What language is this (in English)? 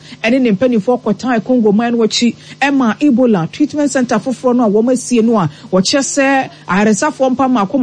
Akan